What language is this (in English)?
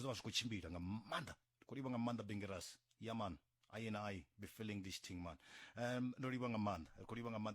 Venda